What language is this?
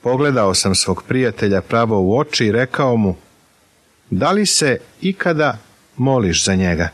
Serbian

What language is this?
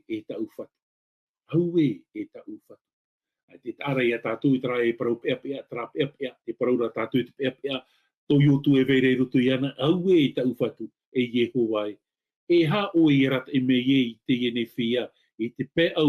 Tahitian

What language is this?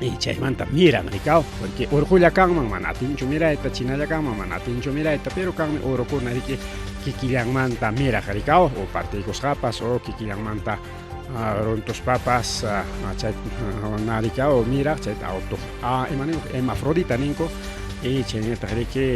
Ayacucho Quechua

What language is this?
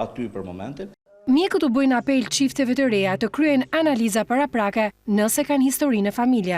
Albanian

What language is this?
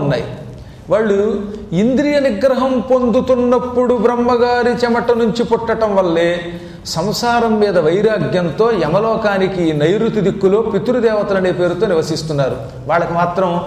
Telugu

